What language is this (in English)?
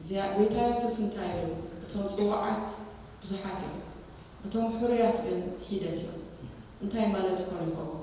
Tigrinya